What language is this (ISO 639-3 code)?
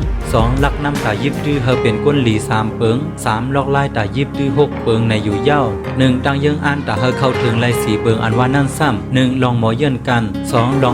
shn